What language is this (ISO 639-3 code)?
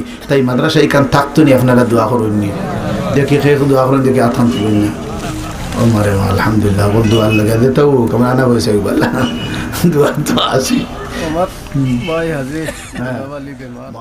syl